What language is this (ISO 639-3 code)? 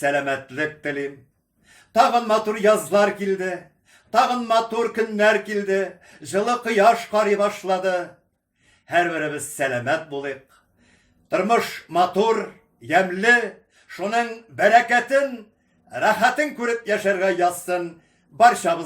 tat